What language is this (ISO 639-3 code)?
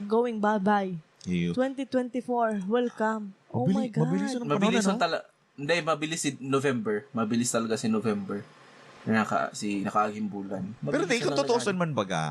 bik